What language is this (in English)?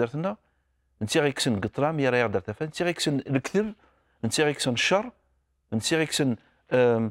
Kabyle